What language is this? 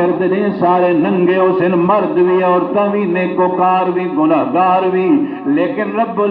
Saraiki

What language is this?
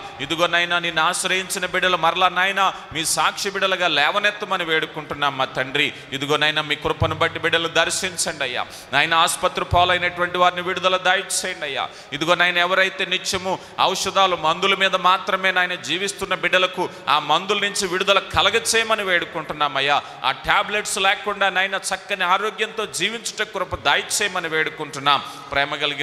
Telugu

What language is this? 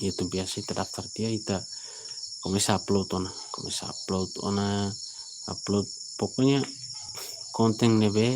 Tetum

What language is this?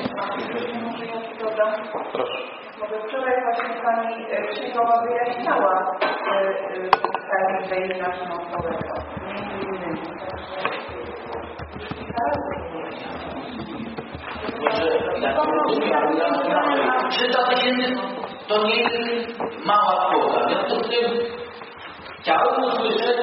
Polish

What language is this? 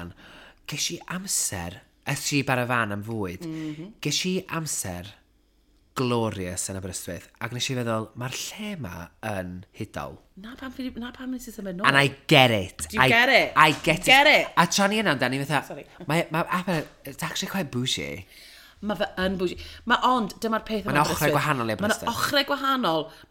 Welsh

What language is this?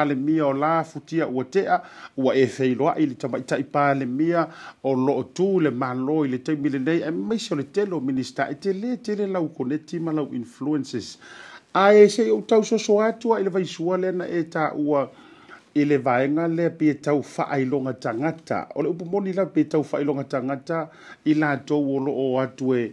Samoan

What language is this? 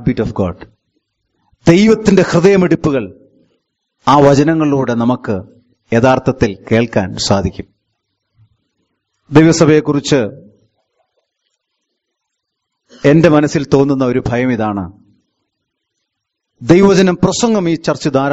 Malayalam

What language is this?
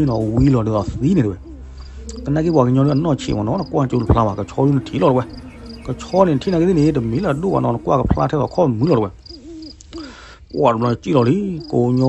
S'gaw Karen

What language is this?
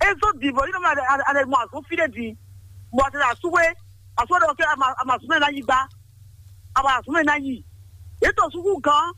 Fon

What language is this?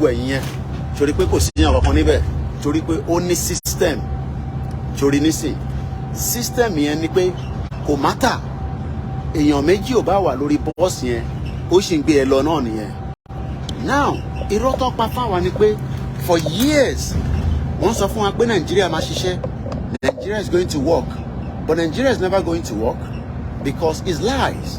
Yoruba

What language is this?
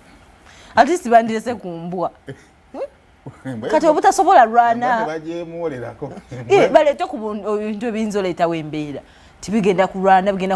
Ganda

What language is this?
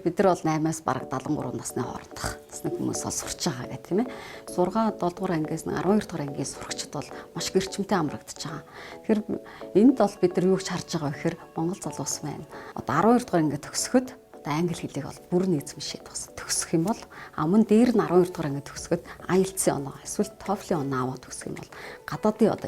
Mongolian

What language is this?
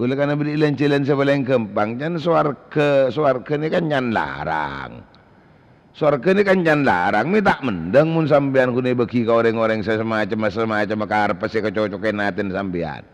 Madurese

